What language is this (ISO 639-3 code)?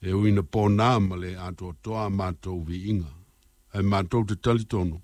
smo